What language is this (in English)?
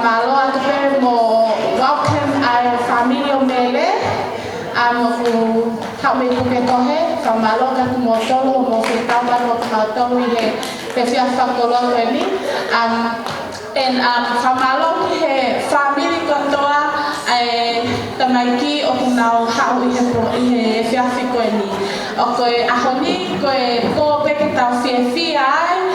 Tongan